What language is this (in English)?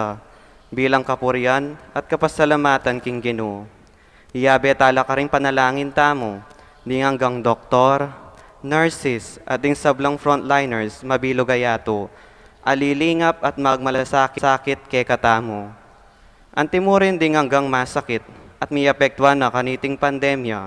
Pampanga